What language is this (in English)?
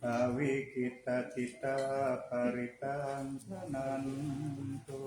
Pali